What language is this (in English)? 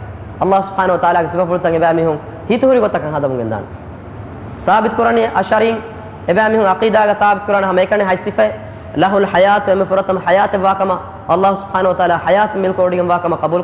Divehi